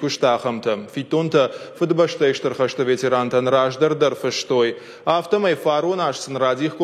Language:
Ossetic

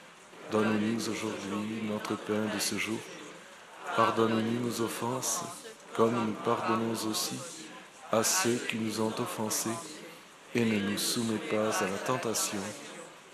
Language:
French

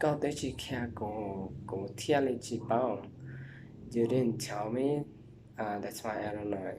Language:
Hmong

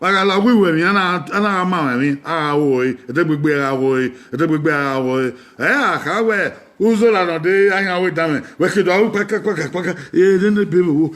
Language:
Bini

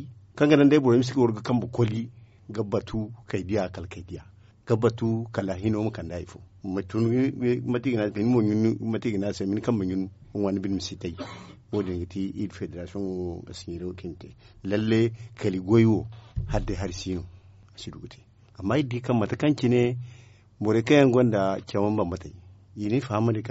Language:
Zarma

